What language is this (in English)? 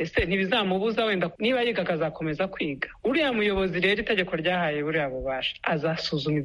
Kinyarwanda